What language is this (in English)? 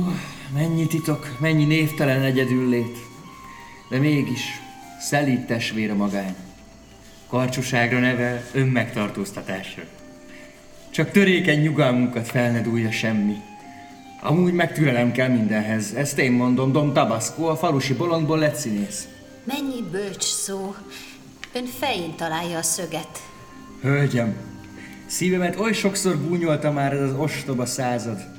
Hungarian